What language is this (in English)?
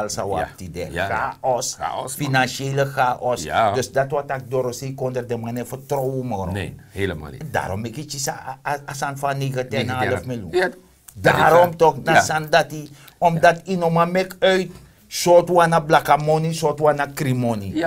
Sranan Tongo